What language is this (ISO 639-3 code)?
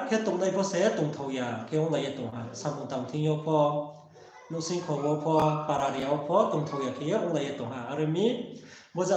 ria